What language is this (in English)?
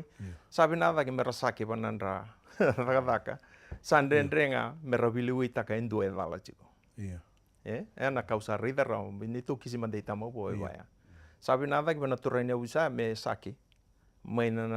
Fijian